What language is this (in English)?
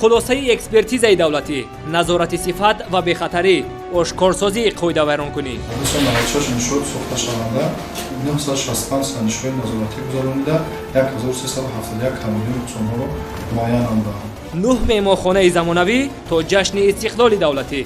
Tajik